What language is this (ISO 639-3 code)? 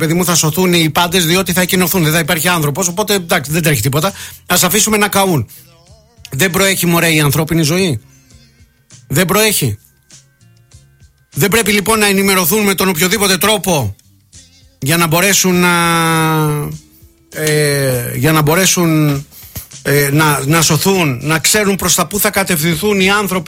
ell